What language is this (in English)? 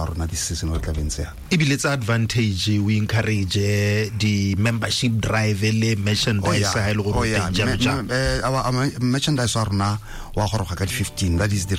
Tswana